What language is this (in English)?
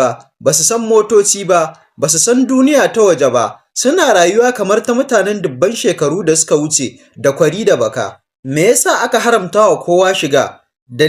Hausa